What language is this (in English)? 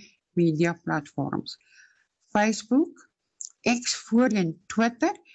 Afrikaans